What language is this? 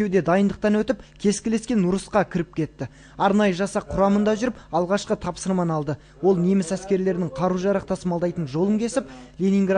Kazakh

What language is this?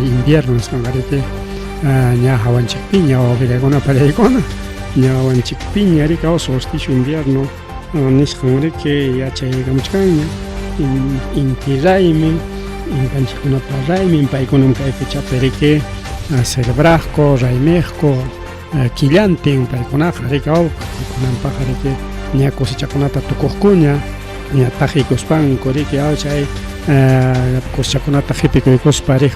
Ayacucho Quechua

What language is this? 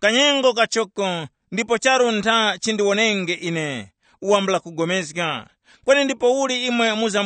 Tumbuka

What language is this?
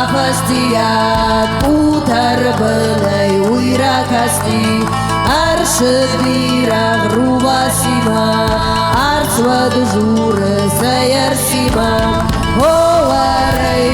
Ossetic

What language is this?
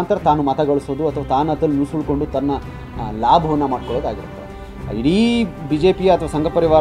Kannada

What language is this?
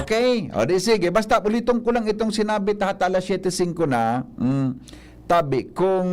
Bikol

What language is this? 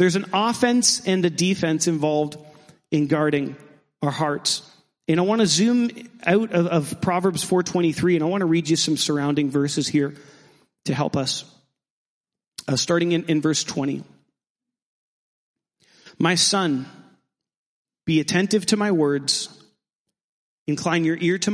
English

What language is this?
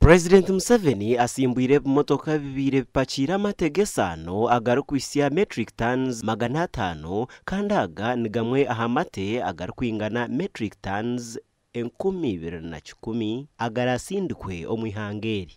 Nyankole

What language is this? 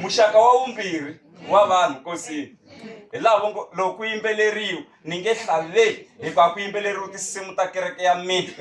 Tsonga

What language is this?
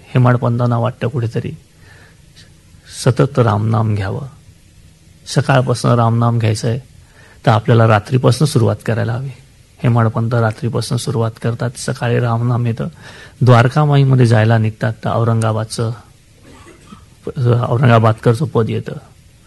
Marathi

